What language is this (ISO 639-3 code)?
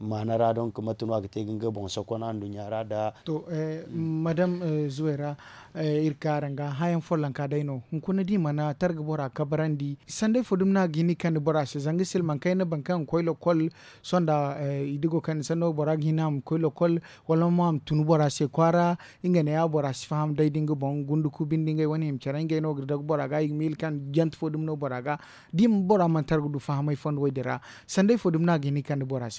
dje